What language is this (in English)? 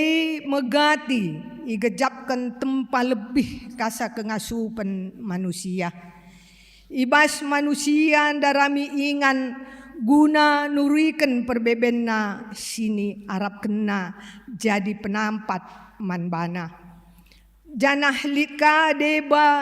Batak Karo